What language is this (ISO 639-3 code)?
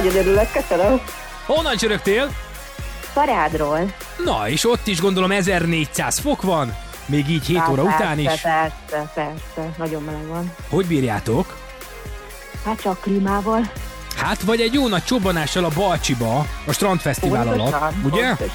hun